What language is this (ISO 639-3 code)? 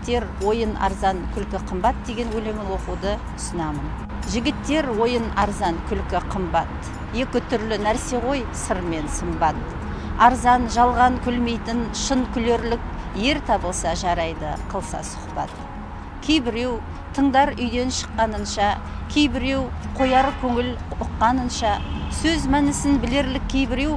kaz